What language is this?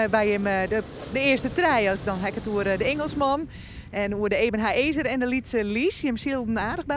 Western Frisian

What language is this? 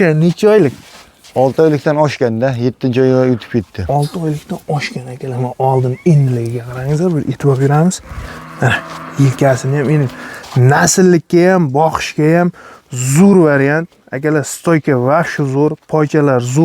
Uzbek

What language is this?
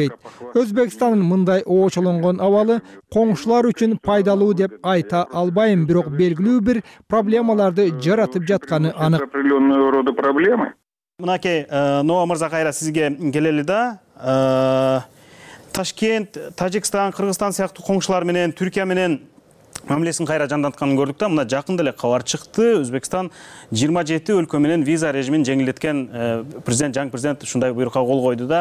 Kyrgyz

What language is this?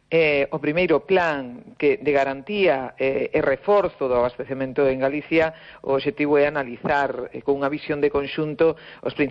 Galician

